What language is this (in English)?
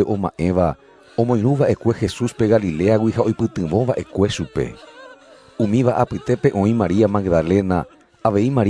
Guarani